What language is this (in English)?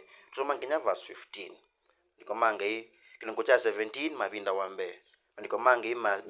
Kamba